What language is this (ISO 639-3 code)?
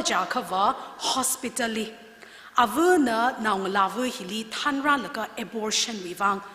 nmf